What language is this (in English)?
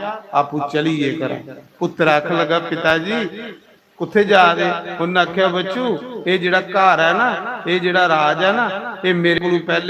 Dogri